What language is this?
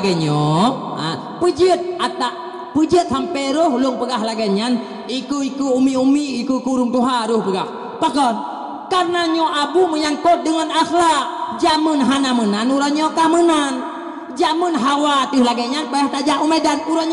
Achinese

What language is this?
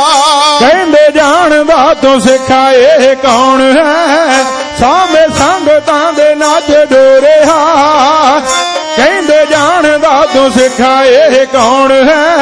Punjabi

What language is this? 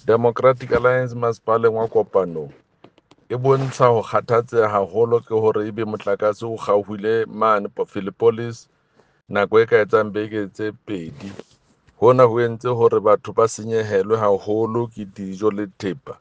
Southern Sotho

